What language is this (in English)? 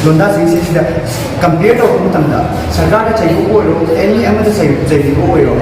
Manipuri